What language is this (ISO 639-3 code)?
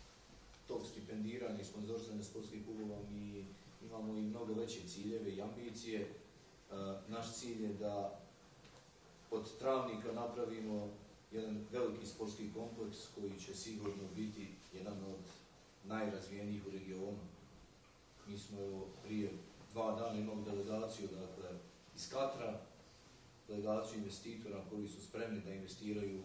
bos